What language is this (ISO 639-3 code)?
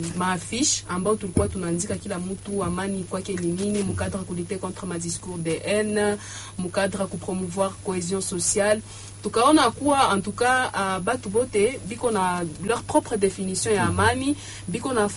swa